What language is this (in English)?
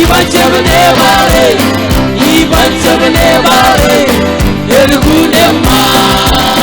Marshallese